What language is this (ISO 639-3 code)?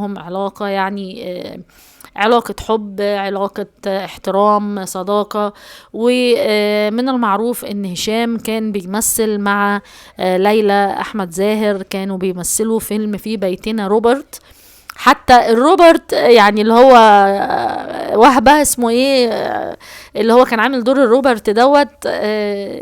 arz